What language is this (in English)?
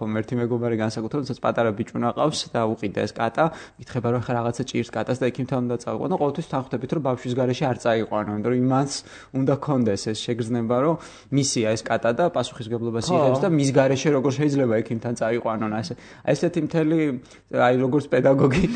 Georgian